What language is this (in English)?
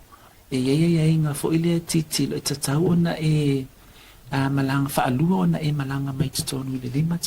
Samoan